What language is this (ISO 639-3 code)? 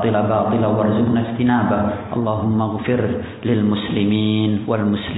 ind